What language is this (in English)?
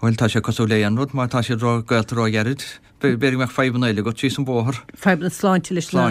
Irish